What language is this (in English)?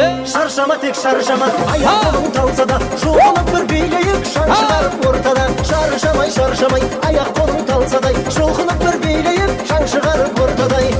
Kara-Kalpak